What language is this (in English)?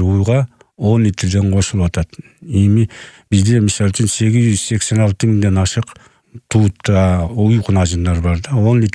Kyrgyz